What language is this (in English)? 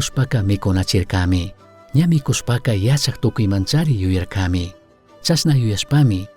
Chimborazo Highland Quichua